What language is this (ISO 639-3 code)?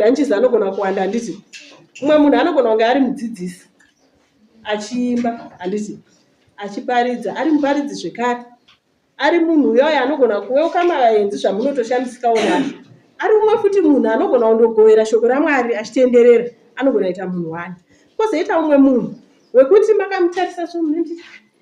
sna